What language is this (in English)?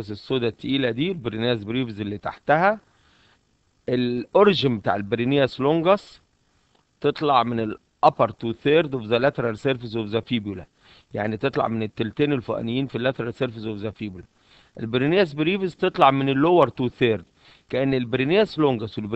Egyptian Arabic